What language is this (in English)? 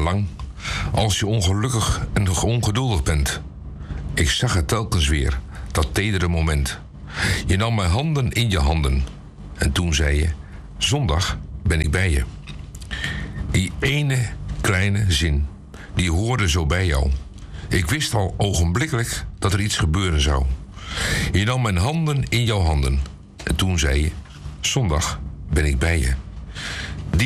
Dutch